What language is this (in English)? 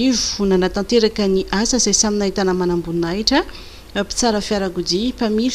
Malagasy